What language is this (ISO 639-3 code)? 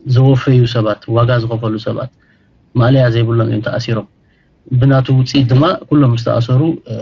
tir